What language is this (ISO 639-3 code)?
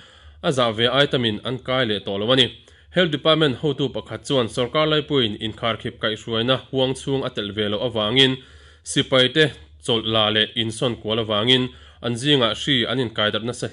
lus